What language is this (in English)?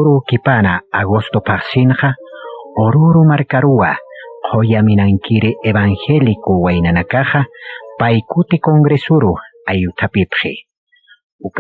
Aymara